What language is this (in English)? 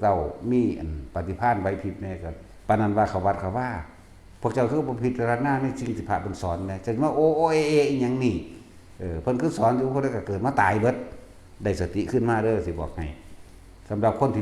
Northeastern Thai